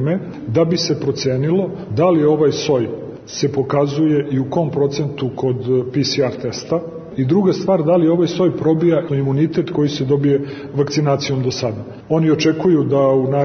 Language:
Serbian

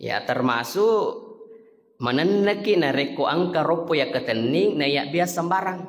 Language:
Buginese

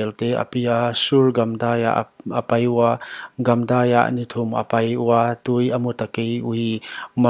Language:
Paite Chin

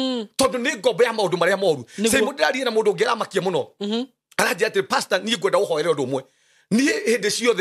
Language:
Kikuyu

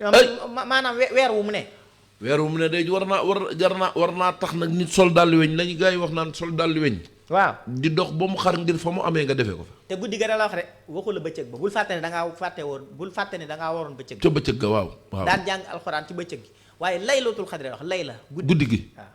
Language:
Wolof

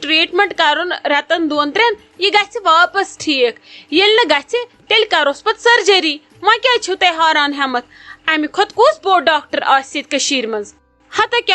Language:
Kashmiri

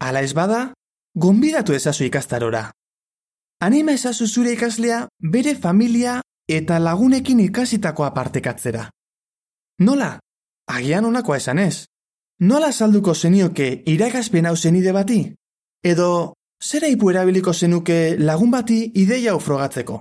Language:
Basque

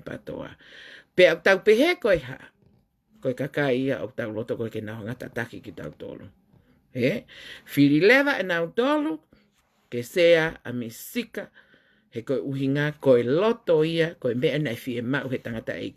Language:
Tongan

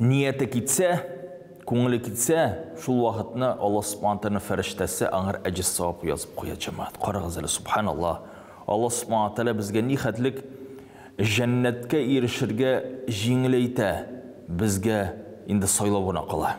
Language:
Tatar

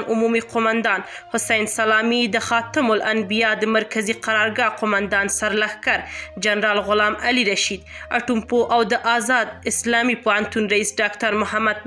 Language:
Pashto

